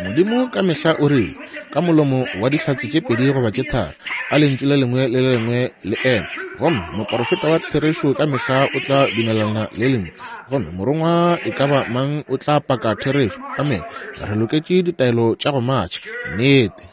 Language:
Northern Sotho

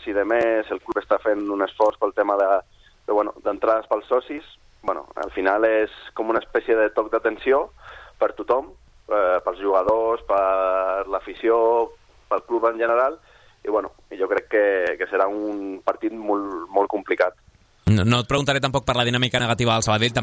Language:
Catalan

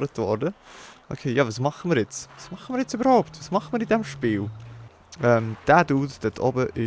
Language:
Swiss German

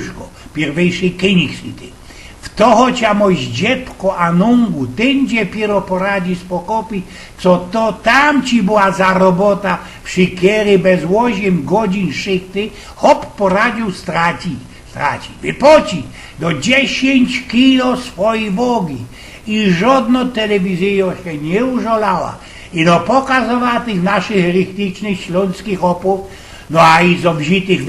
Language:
Silesian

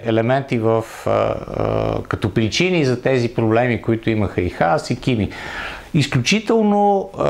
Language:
Bulgarian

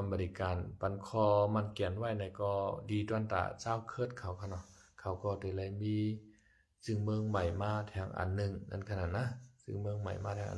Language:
Shan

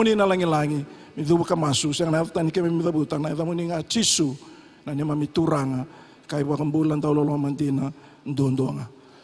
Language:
Fijian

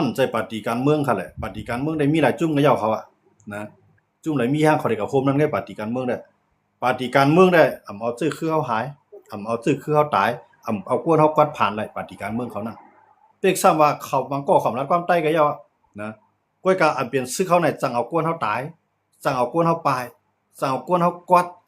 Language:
Shan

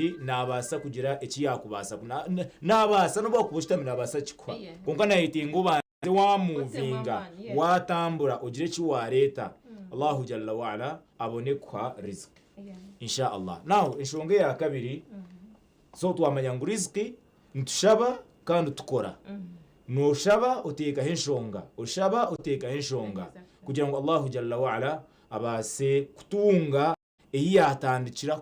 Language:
Nyankole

